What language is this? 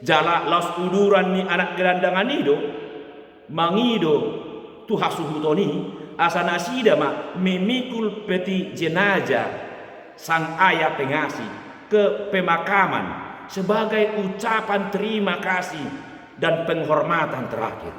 Batak Toba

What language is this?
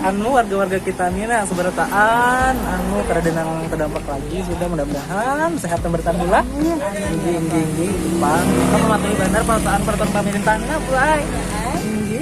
Banjar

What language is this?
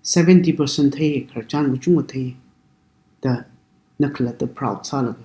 Tangkhul Naga (India)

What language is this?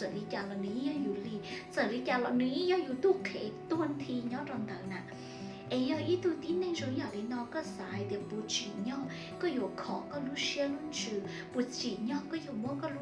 Hmong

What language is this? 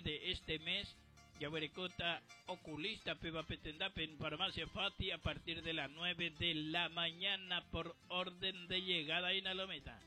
Guarani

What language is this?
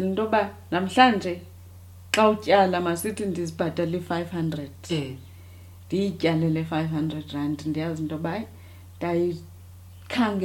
Xhosa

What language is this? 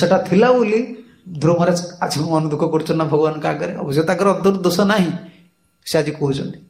Odia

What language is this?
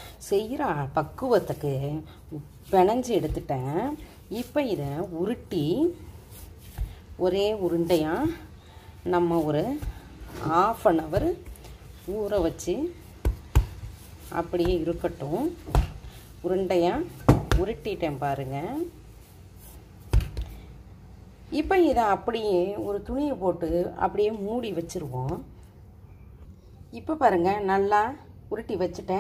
Tamil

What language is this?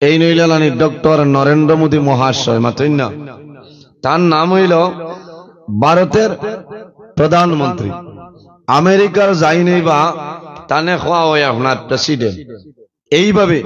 Sylheti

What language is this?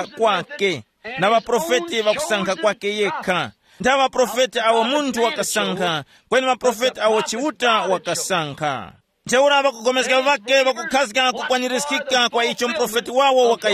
Tumbuka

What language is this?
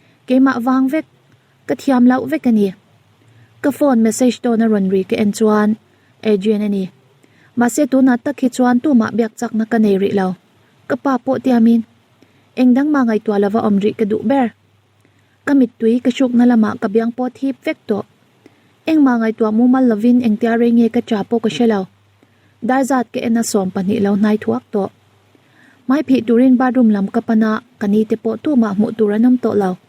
Mizo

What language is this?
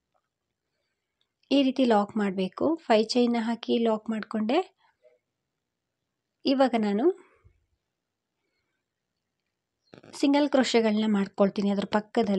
Kannada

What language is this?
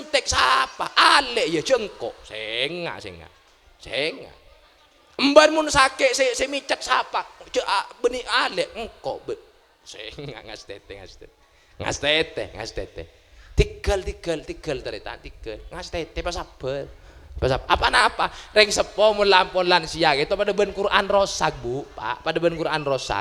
Madurese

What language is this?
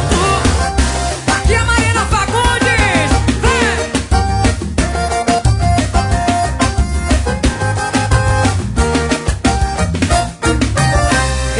Portuguese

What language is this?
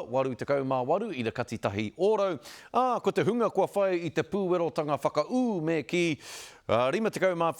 Māori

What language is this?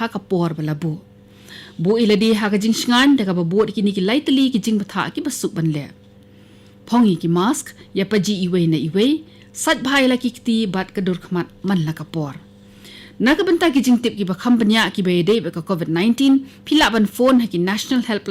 Khasi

